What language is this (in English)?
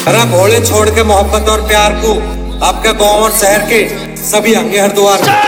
Haryanvi